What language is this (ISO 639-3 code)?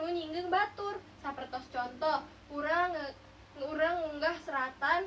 sun